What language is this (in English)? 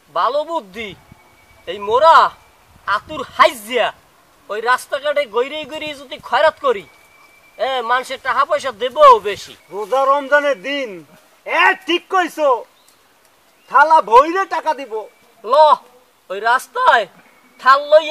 Bangla